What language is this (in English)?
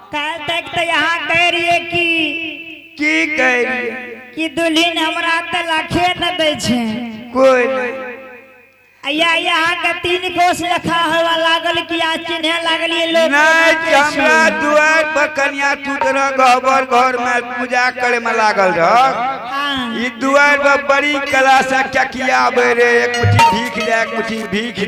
Angika